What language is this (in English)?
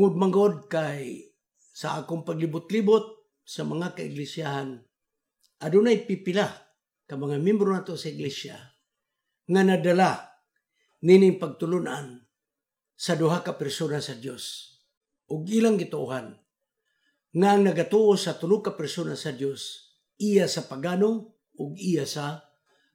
Cebuano